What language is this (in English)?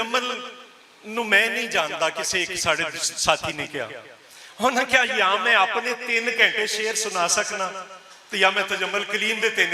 Western Panjabi